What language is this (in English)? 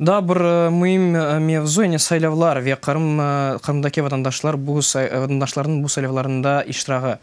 Crimean Tatar